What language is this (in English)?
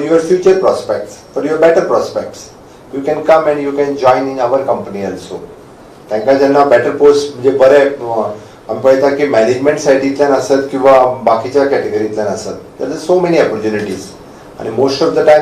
Konkani